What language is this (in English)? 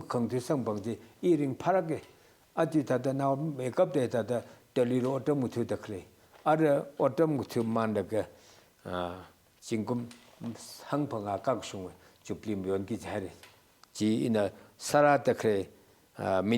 Tangkhul Naga (India)